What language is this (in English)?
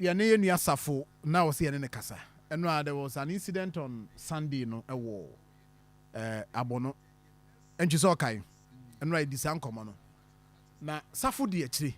Akan